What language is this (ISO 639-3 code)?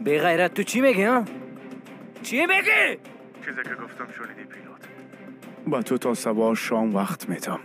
fas